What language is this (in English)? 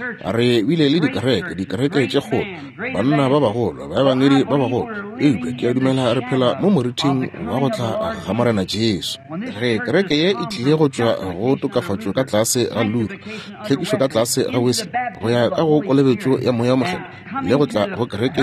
Northern Sotho